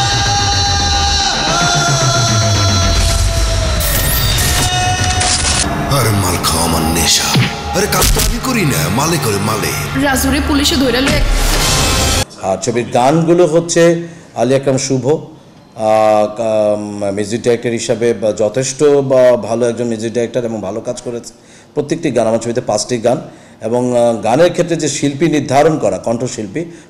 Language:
Bangla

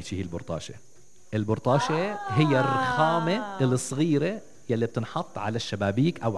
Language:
North Levantine Arabic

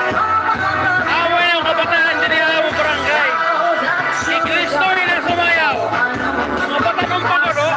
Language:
Waray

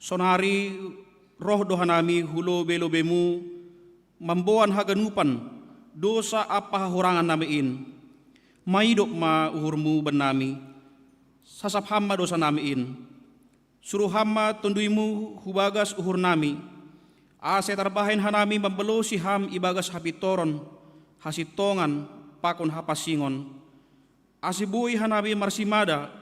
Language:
Batak Simalungun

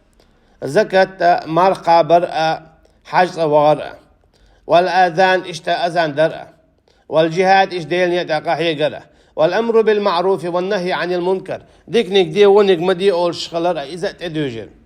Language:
Chechen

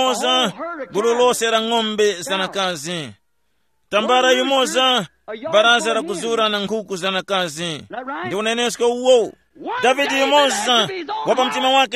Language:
Tumbuka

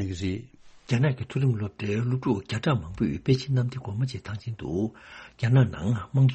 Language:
Tibetan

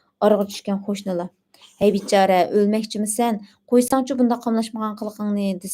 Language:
Uyghur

